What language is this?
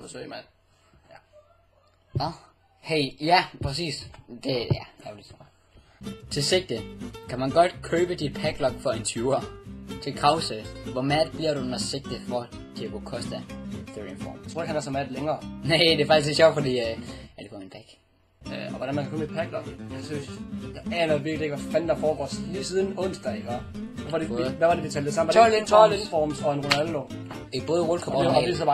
Danish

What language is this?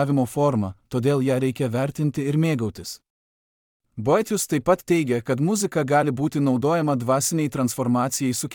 Lithuanian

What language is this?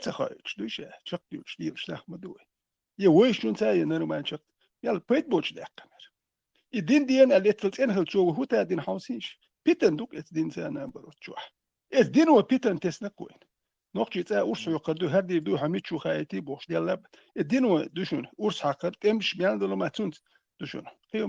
Chechen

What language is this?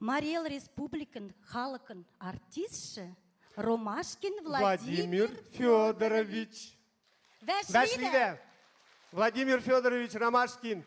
Western Mari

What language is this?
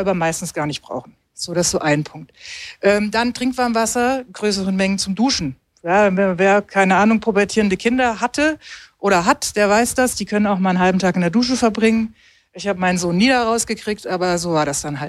German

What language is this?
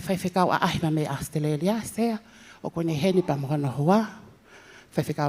Tongan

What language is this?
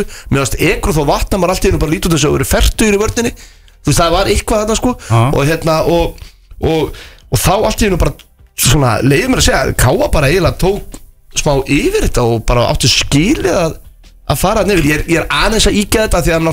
Icelandic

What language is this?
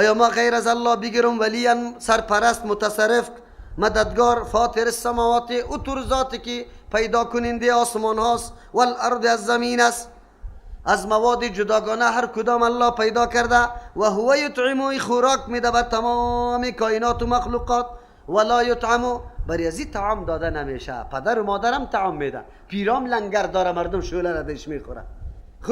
Persian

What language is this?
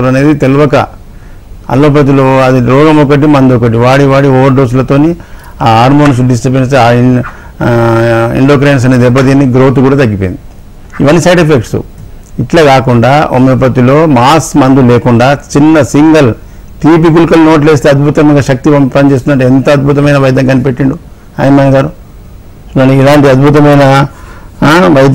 Telugu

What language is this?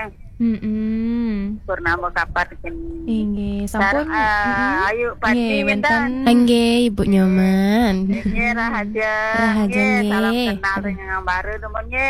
Balinese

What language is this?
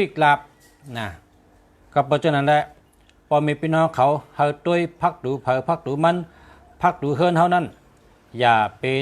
Shan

